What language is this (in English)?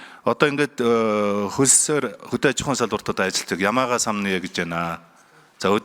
Mongolian